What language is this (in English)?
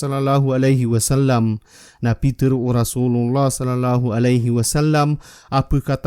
Maranao